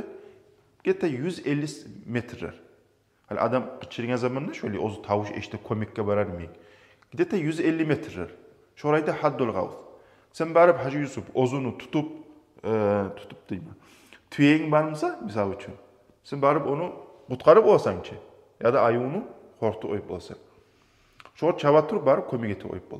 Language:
Kumyk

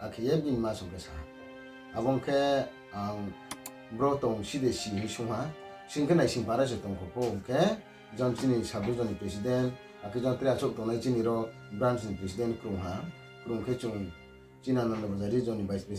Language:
Riang (India)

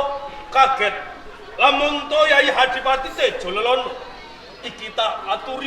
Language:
Javanese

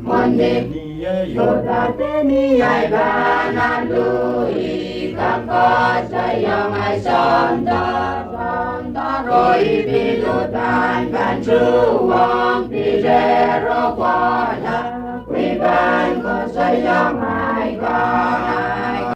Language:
Pohnpeian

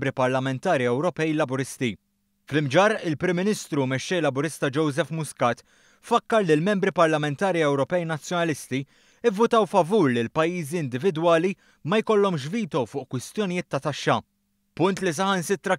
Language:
Maltese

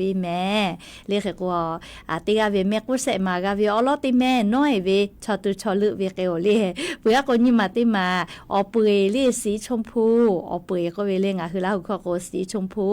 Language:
Lahu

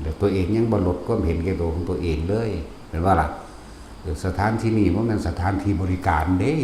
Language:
Lao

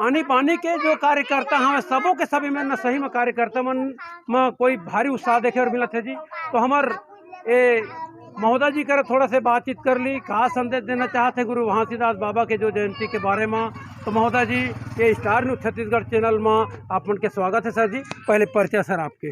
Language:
Chhattisgarhi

